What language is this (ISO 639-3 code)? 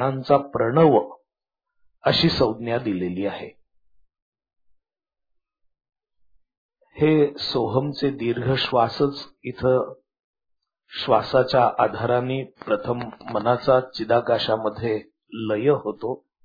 mar